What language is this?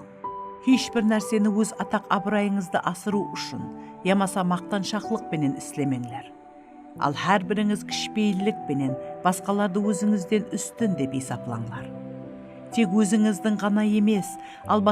Kara-Kalpak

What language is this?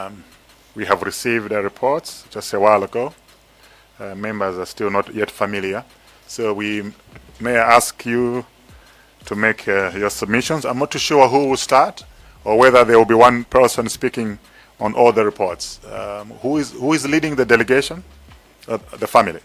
Nyanja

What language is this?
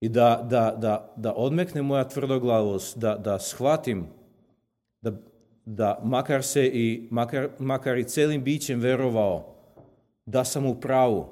Serbian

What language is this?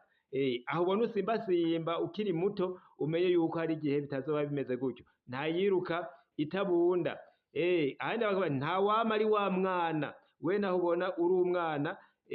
Rundi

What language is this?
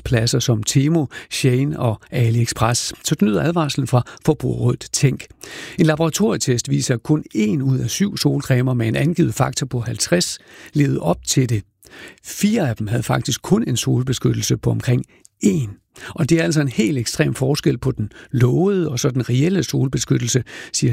Danish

